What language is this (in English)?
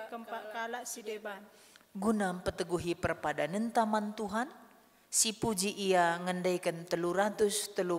Batak Karo